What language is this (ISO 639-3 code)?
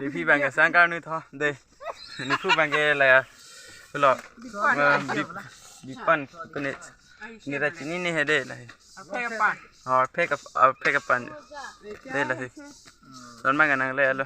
mjw